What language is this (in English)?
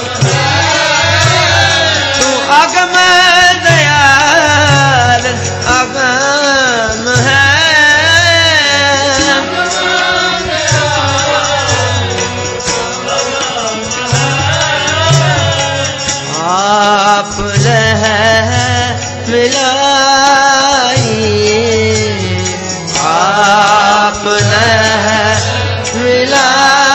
Punjabi